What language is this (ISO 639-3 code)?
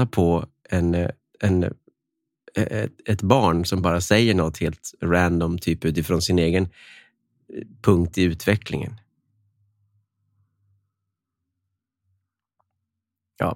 swe